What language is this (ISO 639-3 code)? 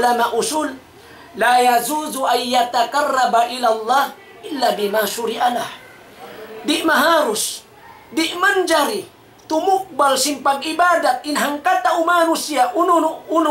tsg